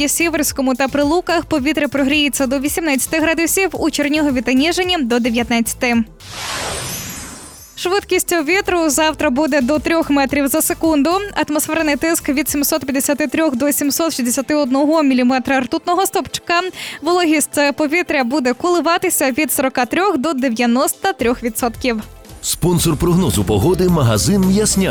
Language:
Ukrainian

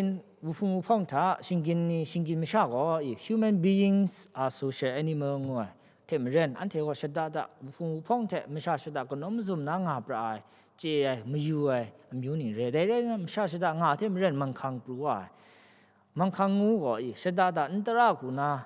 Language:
Kachin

